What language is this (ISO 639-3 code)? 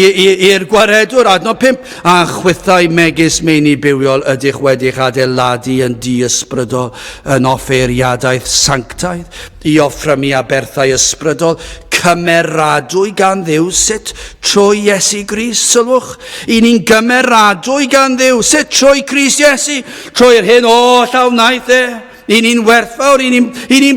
cym